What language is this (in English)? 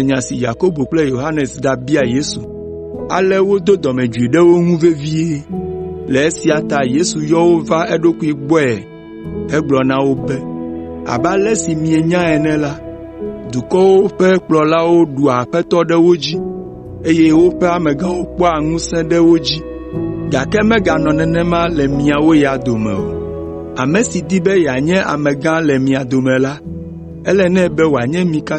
Ewe